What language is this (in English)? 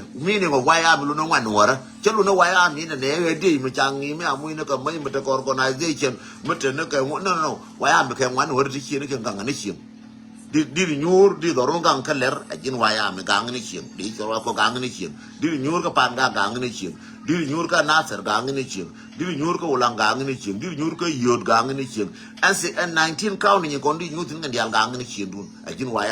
Nuer